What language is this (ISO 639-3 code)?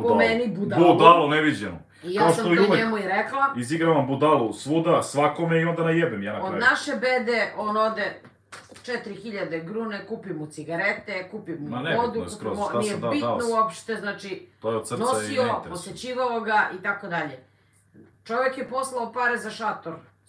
srp